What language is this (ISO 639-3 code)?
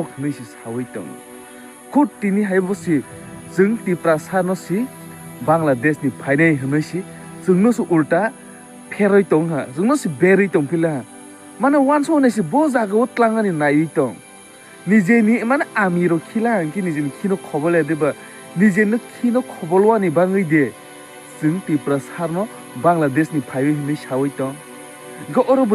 trp